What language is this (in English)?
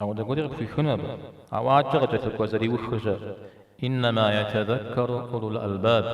Kabardian